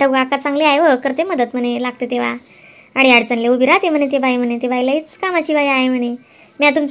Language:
Khandesi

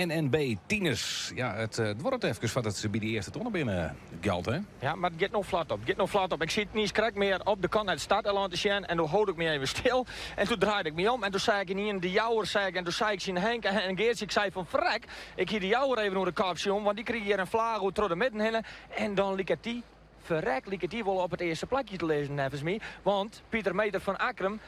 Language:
Western Frisian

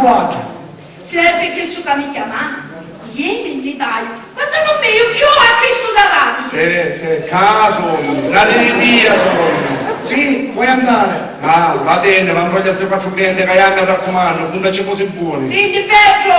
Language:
Sicilian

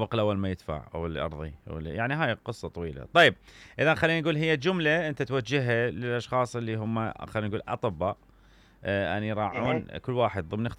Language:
Mesopotamian Arabic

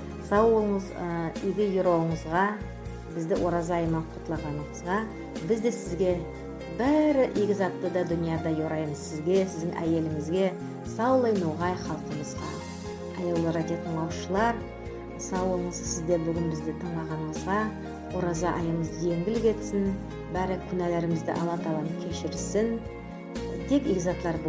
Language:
Nogai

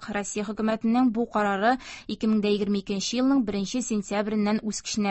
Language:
Tatar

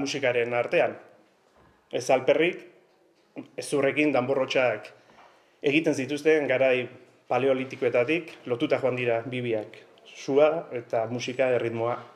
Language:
Basque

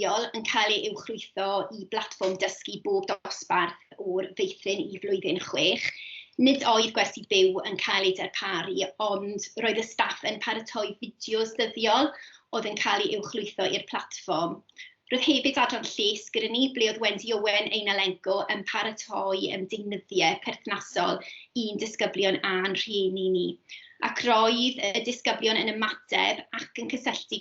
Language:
Welsh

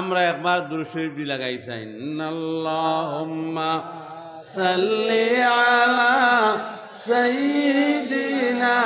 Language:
Sylheti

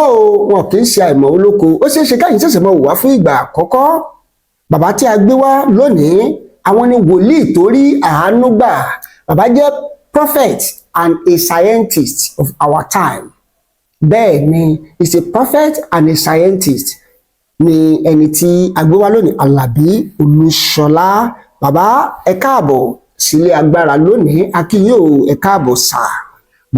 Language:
Yoruba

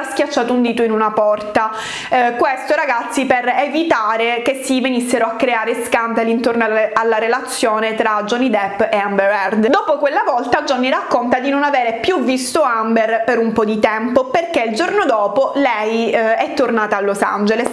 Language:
Italian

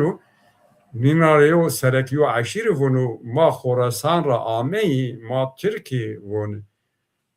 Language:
Zaza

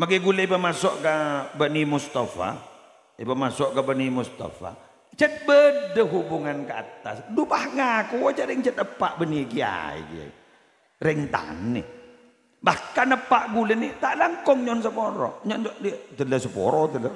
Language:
Madurese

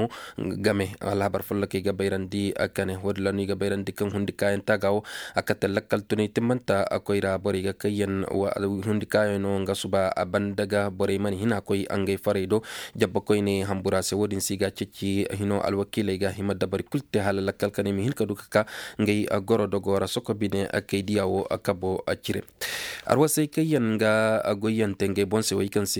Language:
Zarma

